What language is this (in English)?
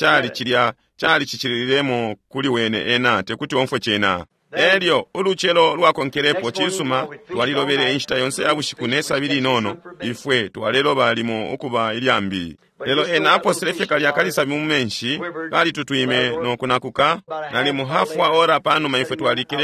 Bemba